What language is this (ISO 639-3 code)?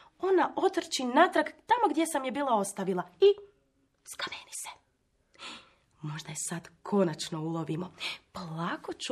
hrv